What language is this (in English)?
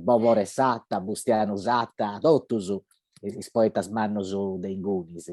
Sardinian